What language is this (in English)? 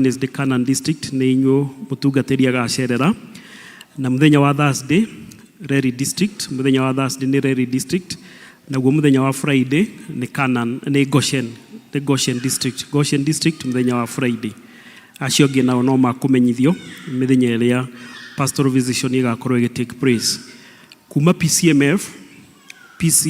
Kikuyu